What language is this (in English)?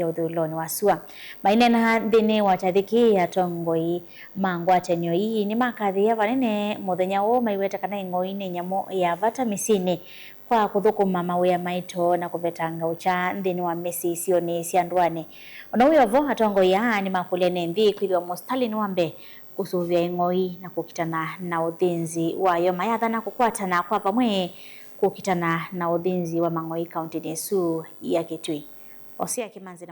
Kamba